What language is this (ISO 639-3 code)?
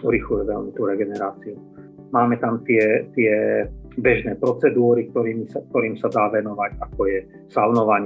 slk